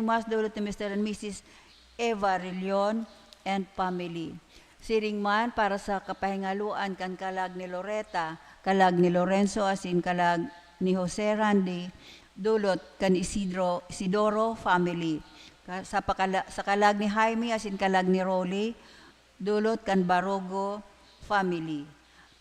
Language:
Bikol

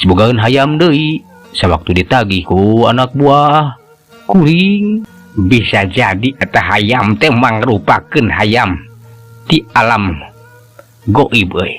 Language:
Sundanese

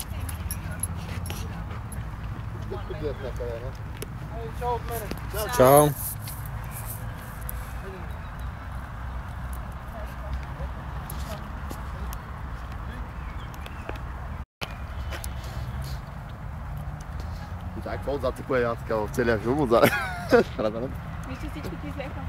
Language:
Bulgarian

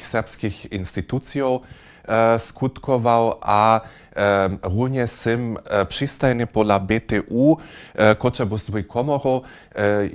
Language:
Upper Sorbian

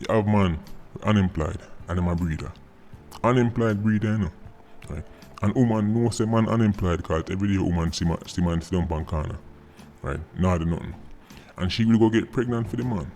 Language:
Jamaican Creole English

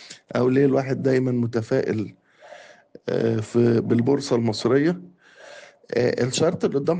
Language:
Egyptian Arabic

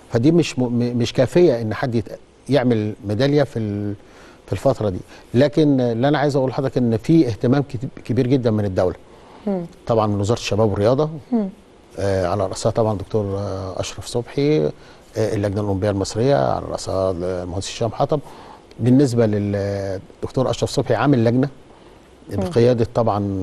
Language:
Egyptian Arabic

